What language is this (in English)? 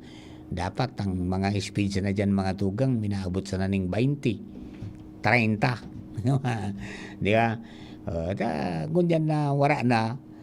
Bikol